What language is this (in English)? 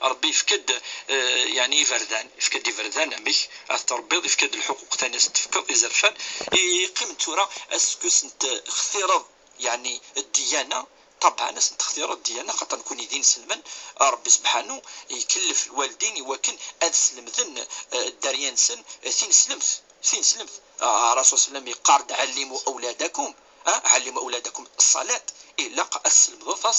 Kabyle